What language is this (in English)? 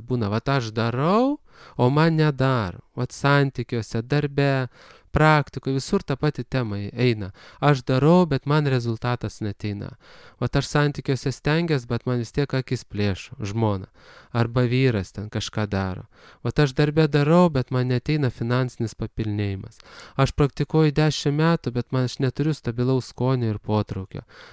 Lithuanian